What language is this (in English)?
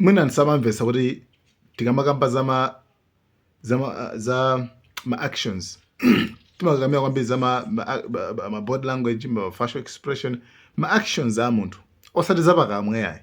Nyanja